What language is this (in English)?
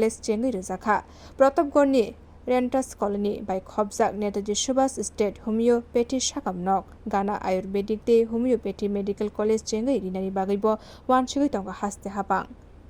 Kok Borok